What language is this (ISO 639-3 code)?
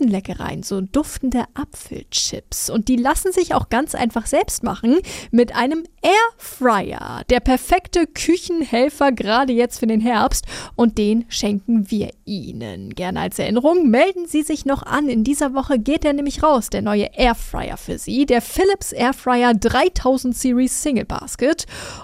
deu